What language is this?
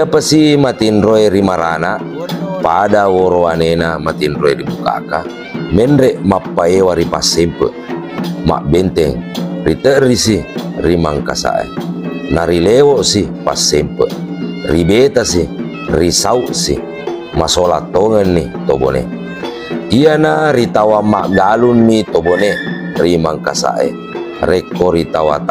Buginese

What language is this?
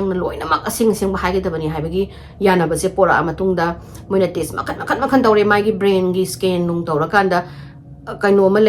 Manipuri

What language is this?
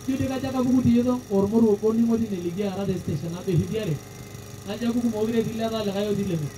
Masai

